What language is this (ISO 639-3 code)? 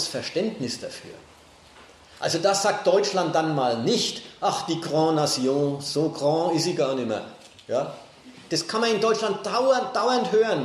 deu